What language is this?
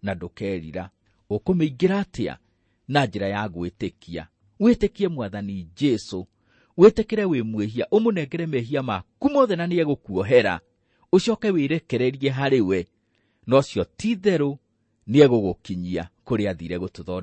Kikuyu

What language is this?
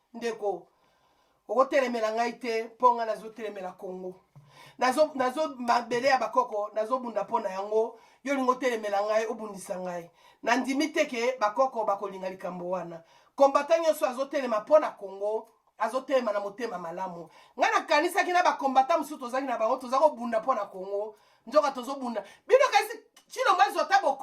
Lingala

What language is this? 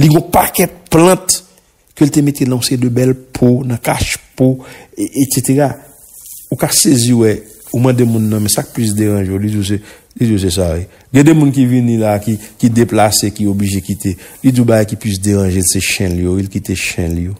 Haitian Creole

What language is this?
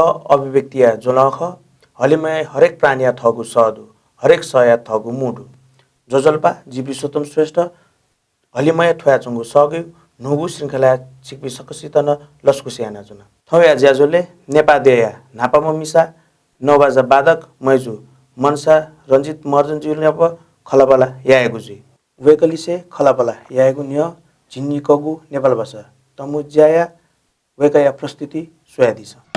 Newari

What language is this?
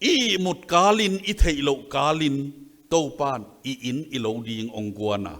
Tedim Chin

